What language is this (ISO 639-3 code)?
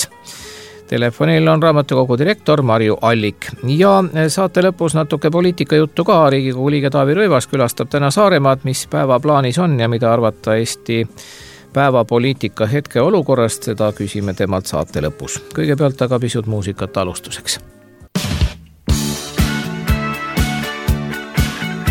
est